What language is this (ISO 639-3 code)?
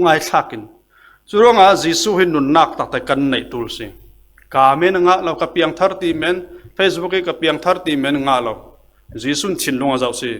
cfm